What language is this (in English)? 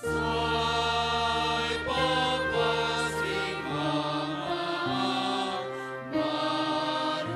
Batak Simalungun